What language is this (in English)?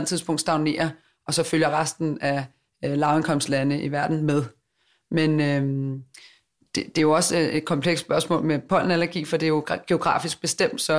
Danish